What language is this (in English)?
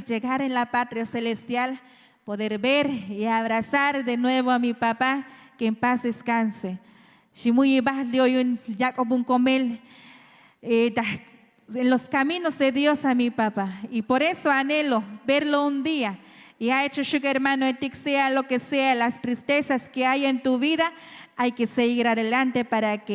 Tzotzil